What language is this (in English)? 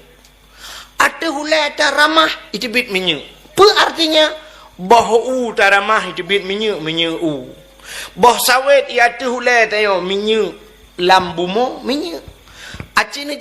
Achinese